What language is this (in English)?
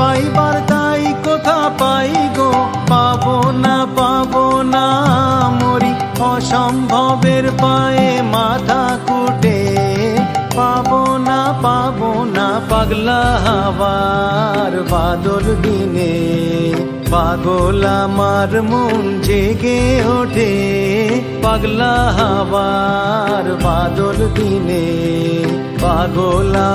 Bangla